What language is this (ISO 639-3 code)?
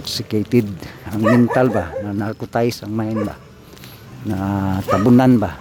ceb